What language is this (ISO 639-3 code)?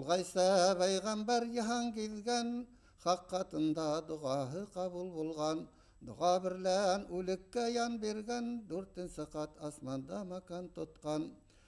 bak